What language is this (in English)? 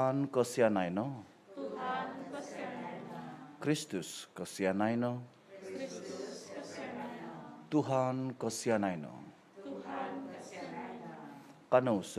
Central Dusun